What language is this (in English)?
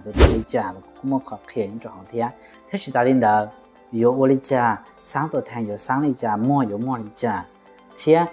Hmong